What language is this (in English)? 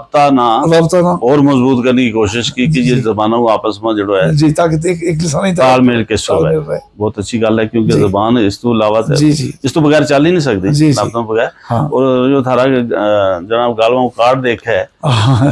Gujari